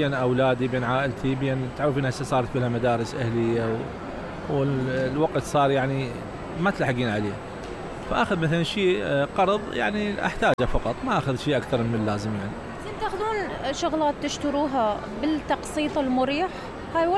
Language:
Mesopotamian Arabic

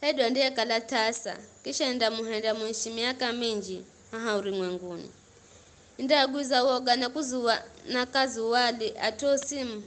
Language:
Giryama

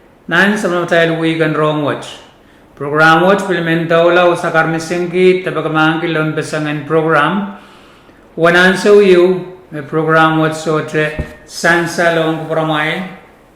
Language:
Pohnpeian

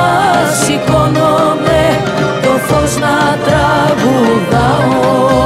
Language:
Greek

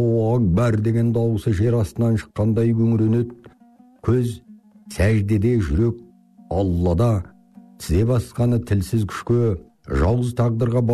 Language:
Kazakh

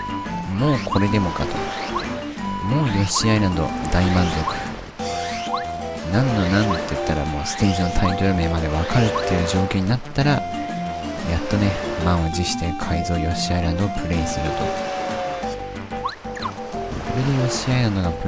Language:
Japanese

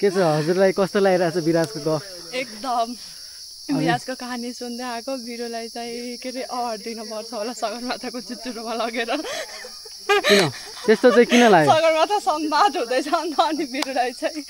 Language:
Nepali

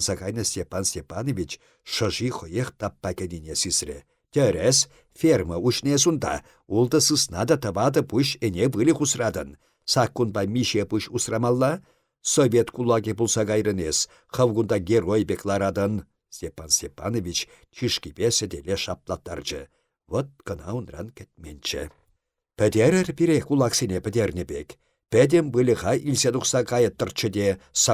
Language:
Chuvash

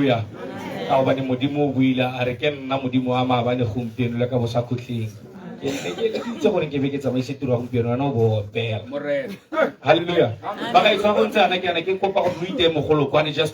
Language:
Tswana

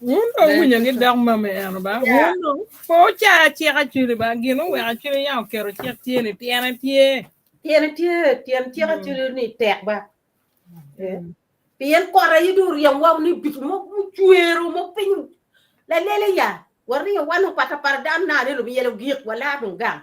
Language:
Acoli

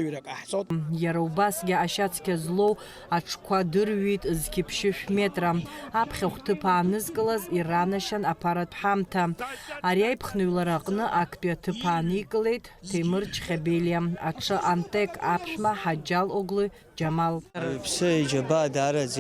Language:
Abkhazian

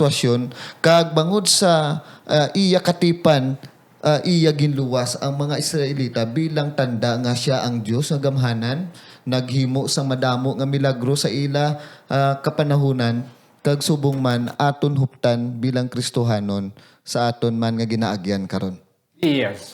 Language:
Hiligaynon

